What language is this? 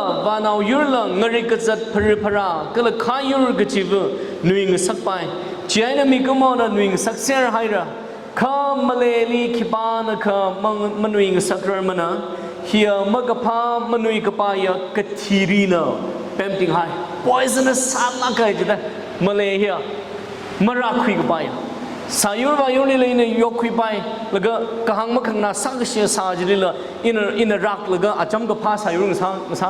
Tangkhul Naga (India)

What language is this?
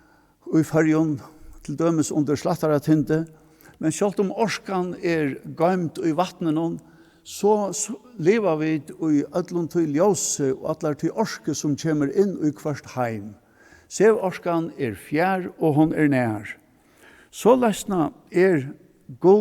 Faroese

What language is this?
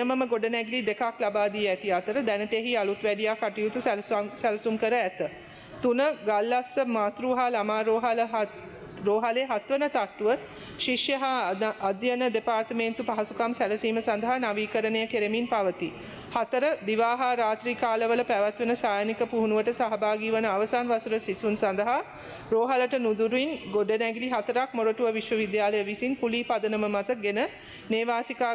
Sinhala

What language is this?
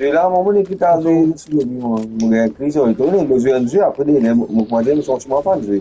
Morisyen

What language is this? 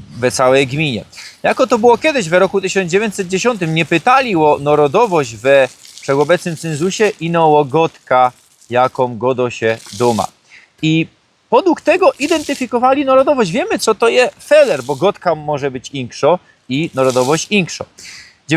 Silesian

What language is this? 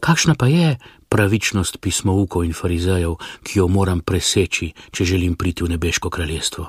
Slovenian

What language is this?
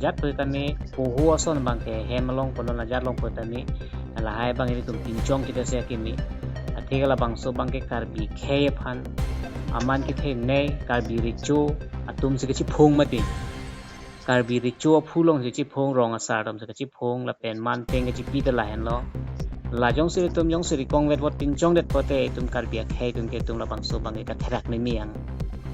Karbi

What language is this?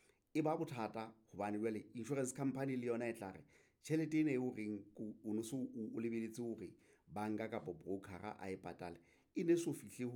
Southern Sotho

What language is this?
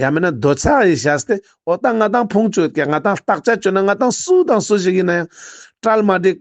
Ladakhi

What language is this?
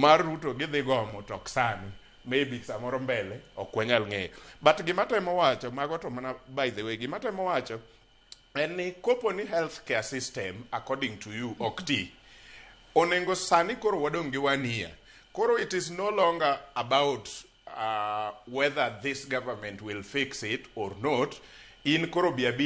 Luo (Kenya and Tanzania)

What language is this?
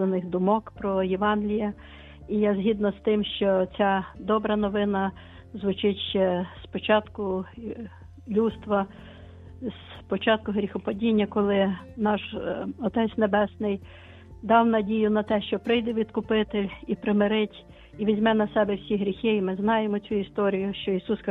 Ukrainian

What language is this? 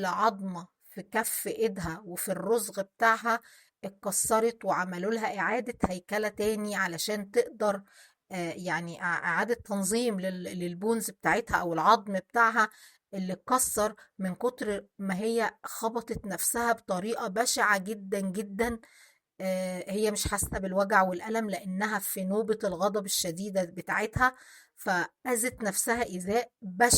Egyptian Arabic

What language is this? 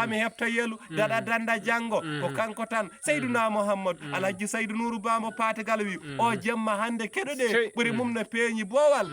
Fula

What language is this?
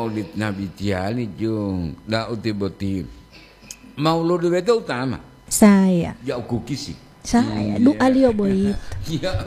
Gorontalo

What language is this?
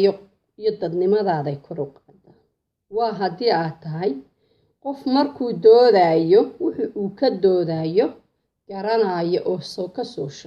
Somali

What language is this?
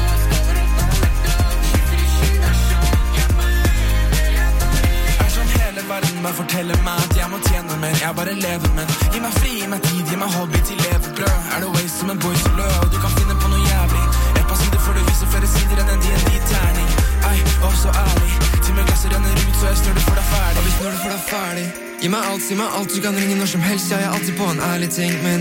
Norwegian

